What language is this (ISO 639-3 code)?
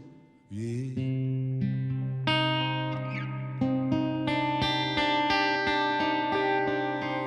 fry